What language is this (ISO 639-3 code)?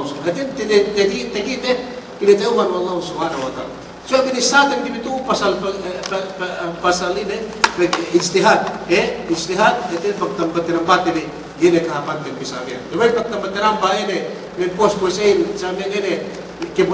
yka